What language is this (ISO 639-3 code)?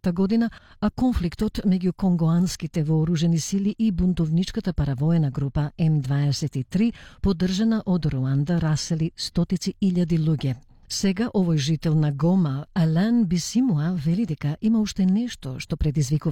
mkd